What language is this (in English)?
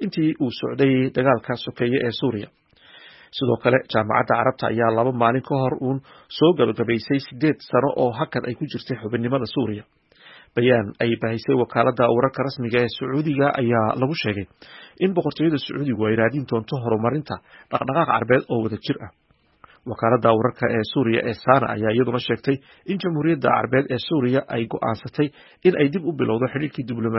Somali